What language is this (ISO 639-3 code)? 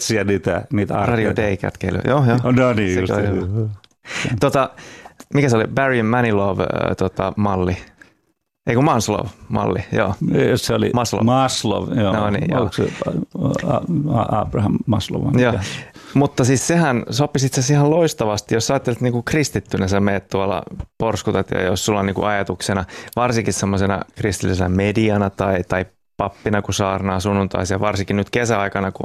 fin